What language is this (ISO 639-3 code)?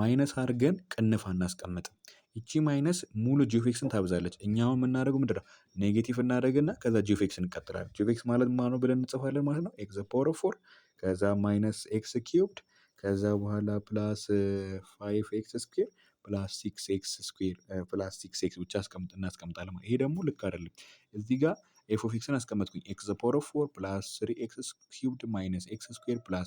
amh